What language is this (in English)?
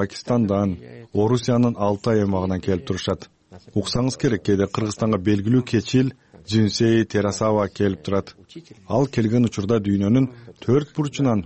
Kyrgyz